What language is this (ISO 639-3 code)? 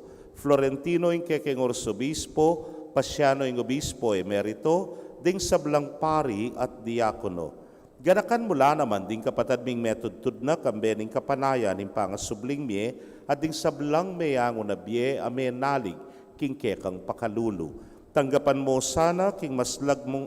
pam